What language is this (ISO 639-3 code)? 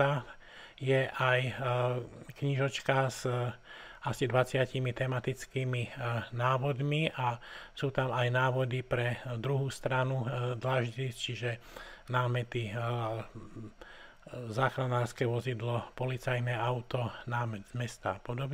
slk